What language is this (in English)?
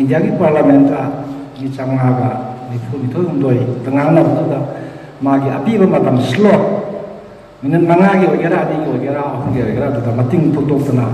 Manipuri